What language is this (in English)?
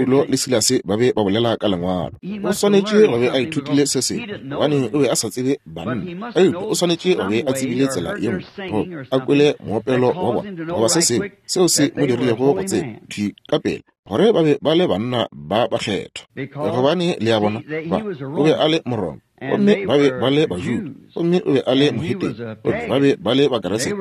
Northern Sotho